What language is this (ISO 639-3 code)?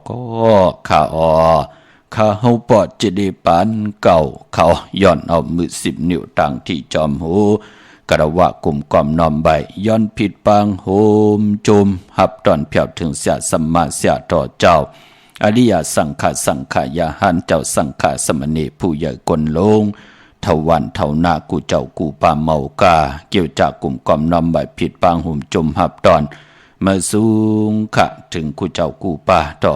shn